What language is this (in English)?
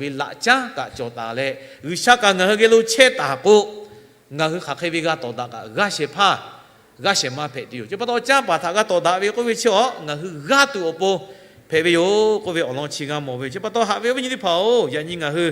Lahu